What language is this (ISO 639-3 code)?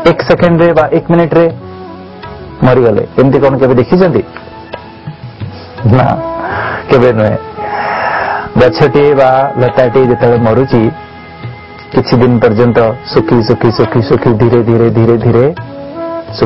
ori